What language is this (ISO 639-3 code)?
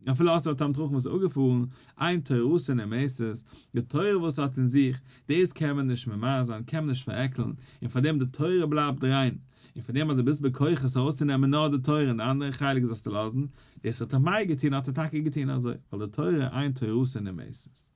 yid